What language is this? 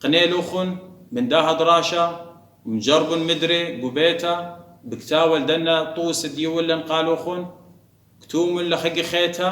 Assyrian Neo-Aramaic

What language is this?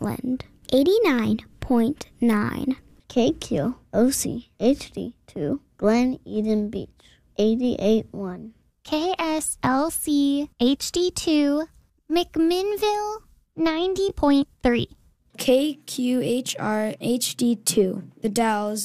English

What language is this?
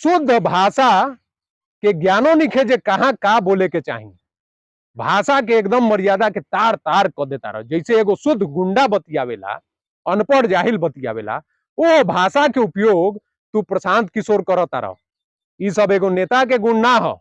Bhojpuri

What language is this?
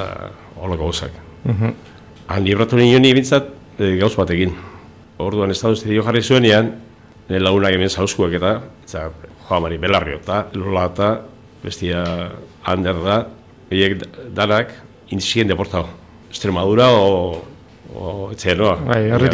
Basque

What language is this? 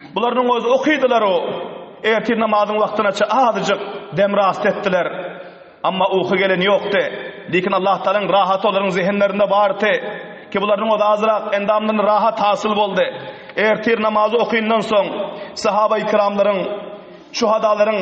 Turkmen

